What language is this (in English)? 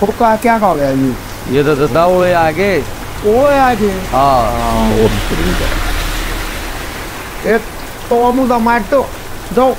Haryanvi